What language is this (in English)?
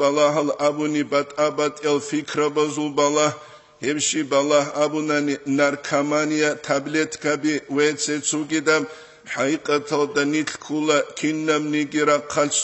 Avaric